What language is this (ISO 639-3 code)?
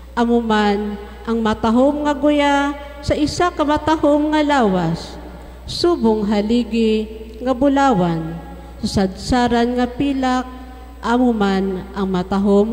hil